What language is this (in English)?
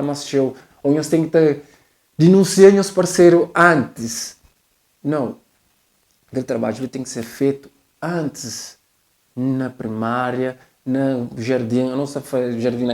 Kabuverdianu